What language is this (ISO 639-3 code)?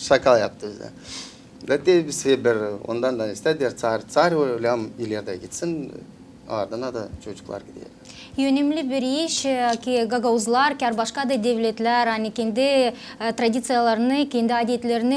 gag